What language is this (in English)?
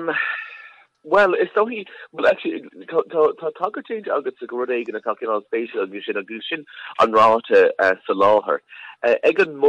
Irish